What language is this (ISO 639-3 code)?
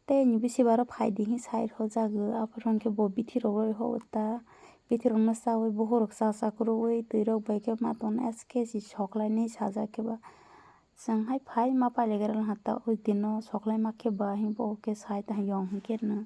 trp